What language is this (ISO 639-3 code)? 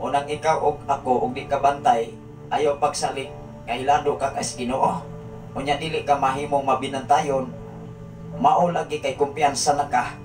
ceb